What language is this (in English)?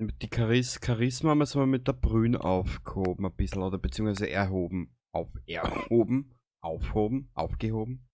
Bavarian